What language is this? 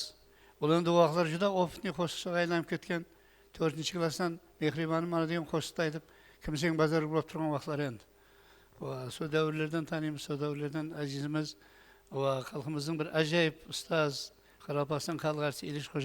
Kara-Kalpak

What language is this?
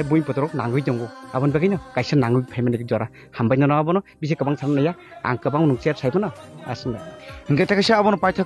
Kok Borok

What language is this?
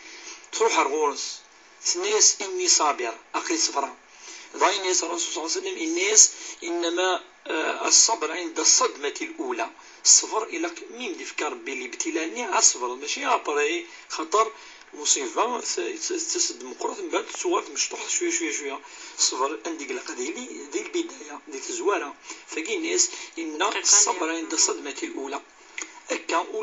Kabyle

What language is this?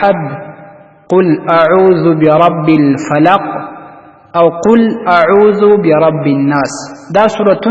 Pashto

